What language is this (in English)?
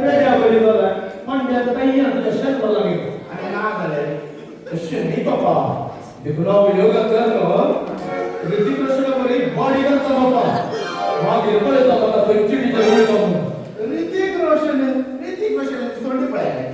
Konkani